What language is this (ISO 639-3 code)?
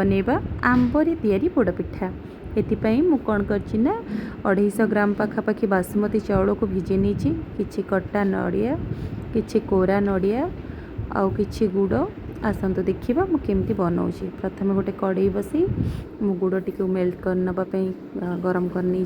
ori